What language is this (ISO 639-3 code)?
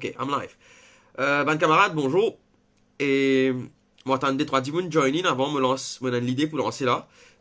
mfe